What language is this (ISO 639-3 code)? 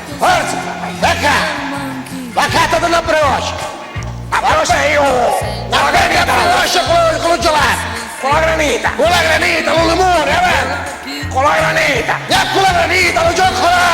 scn